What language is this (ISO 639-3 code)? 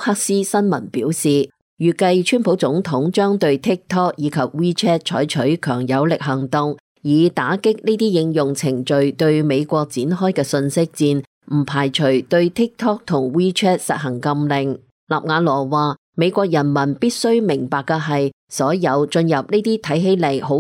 yue